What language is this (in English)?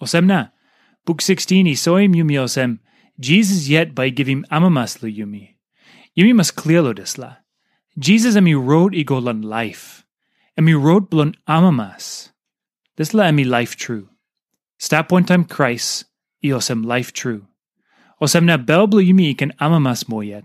Tok Pisin